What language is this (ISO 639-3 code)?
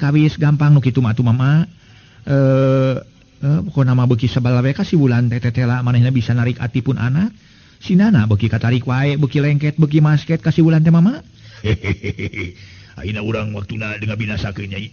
sun